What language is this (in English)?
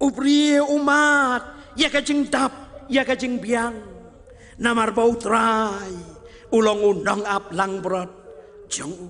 Khasi